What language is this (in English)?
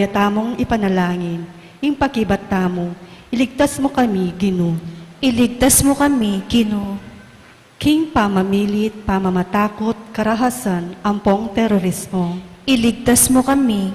Pampanga